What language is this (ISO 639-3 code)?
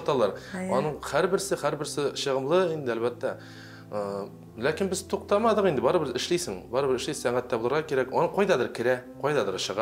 tat